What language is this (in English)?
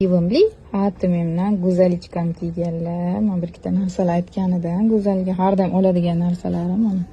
Uzbek